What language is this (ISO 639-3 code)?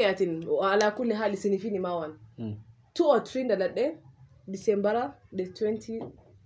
orm